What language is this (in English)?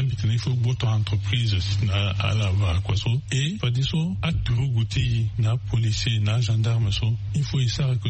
Sango